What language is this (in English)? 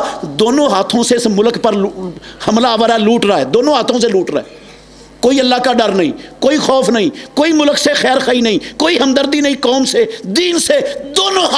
Urdu